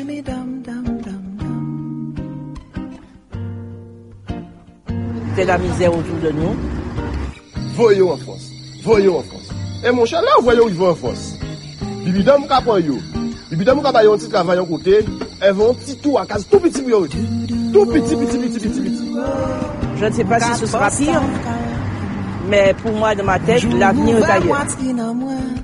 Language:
French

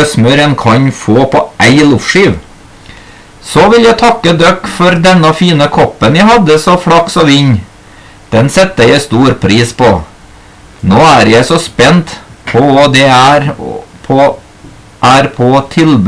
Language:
Norwegian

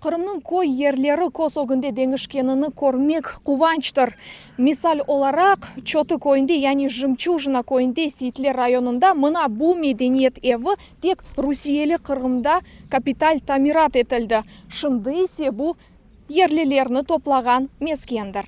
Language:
Crimean Tatar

